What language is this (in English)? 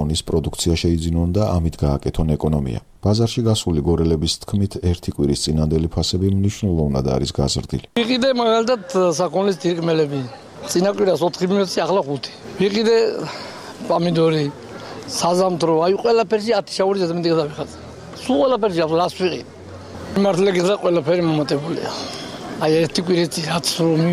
Georgian